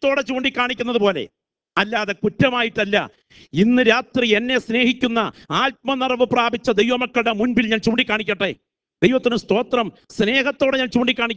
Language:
Malayalam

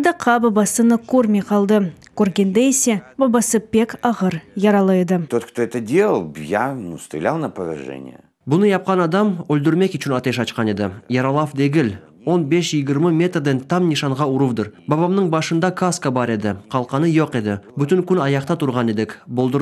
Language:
Crimean Tatar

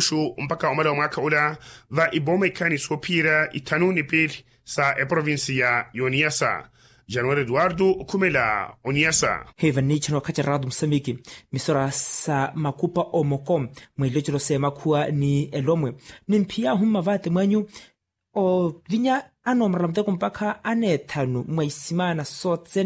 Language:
Makhuwa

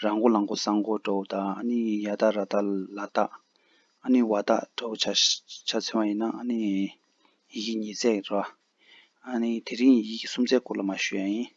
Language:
Tibetan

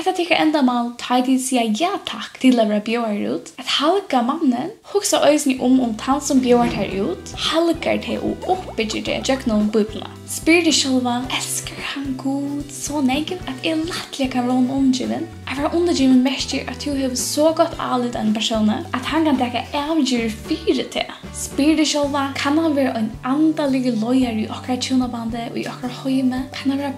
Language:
Faroese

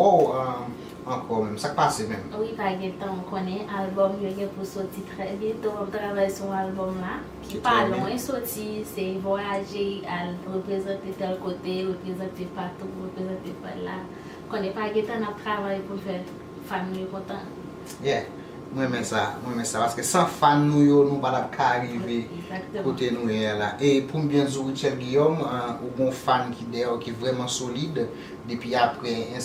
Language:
Haitian Creole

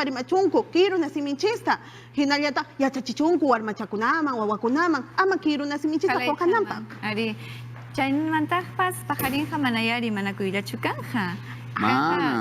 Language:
Ayacucho Quechua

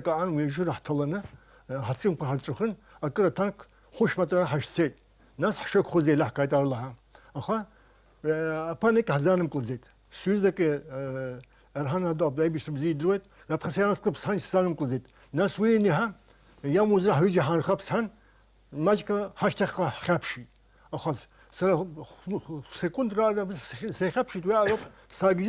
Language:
Abkhazian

